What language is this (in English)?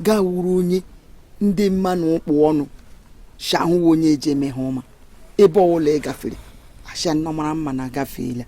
Igbo